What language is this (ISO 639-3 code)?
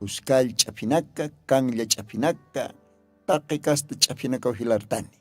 aym